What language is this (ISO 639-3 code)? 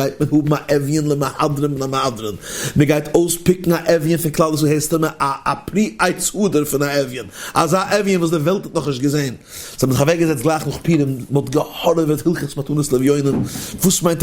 yid